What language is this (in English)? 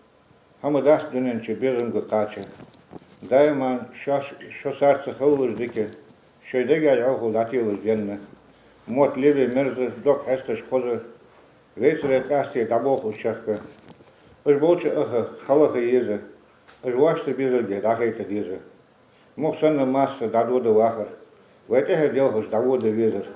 Ingush